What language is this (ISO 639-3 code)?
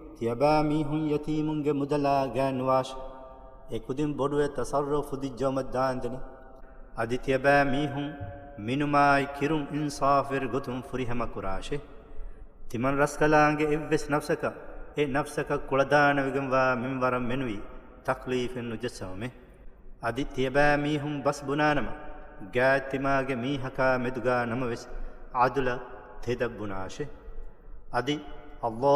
div